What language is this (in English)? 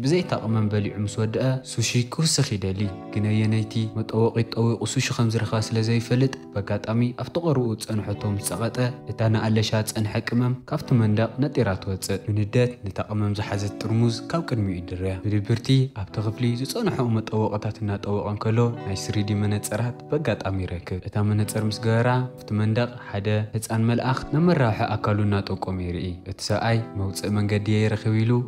Tigrinya